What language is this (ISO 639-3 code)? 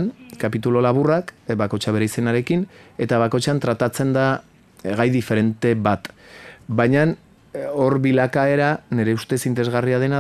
eus